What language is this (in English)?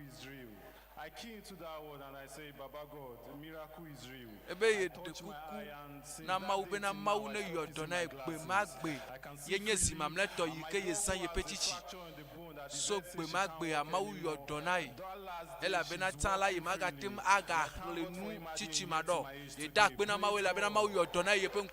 Ewe